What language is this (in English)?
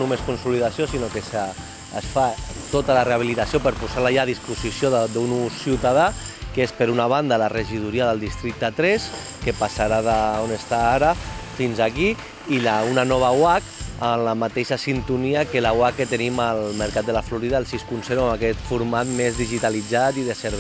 Catalan